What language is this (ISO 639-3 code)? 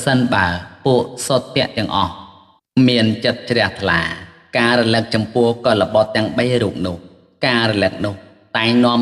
khm